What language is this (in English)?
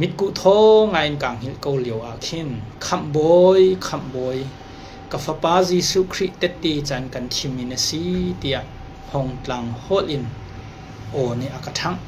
Hakha Chin